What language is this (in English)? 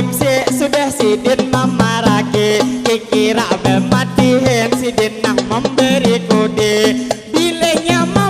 Banjar